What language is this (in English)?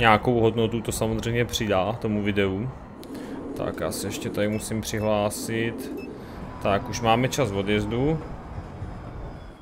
Czech